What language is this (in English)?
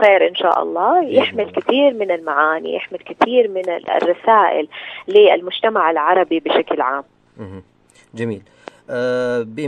Najdi Arabic